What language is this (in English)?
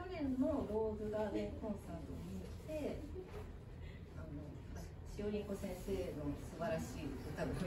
Japanese